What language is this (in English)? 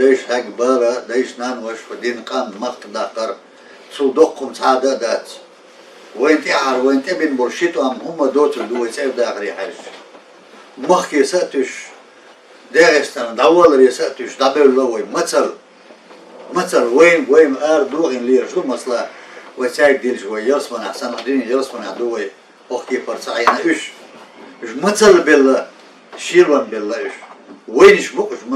Chechen